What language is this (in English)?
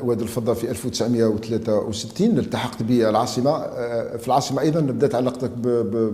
Algerian Arabic